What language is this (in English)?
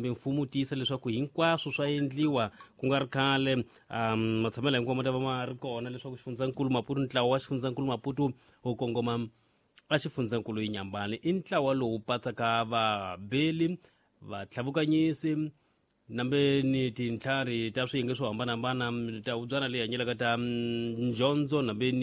Tsonga